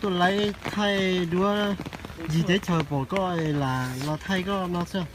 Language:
Hmong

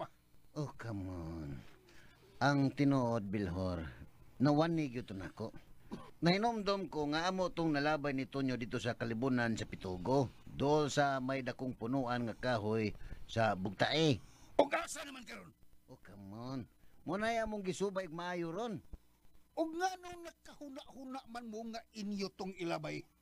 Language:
Cebuano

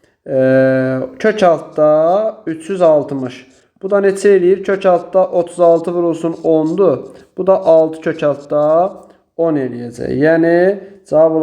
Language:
Azerbaijani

